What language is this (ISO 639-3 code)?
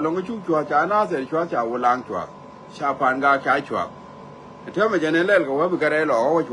nus